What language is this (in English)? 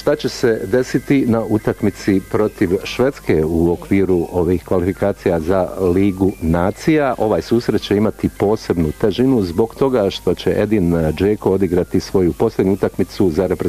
Bosnian